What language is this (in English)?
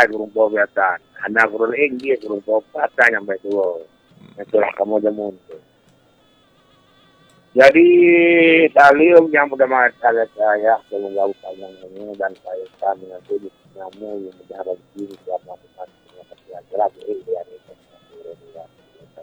Malay